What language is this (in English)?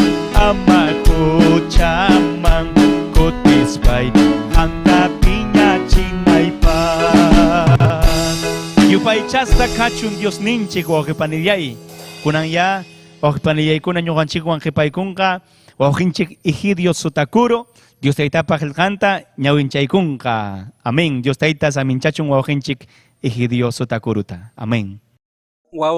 Ayacucho Quechua